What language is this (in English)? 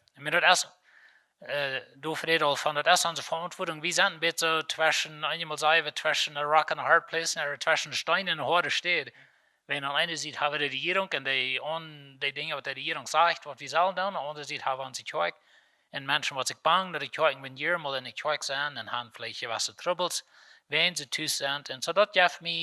Plautdietsch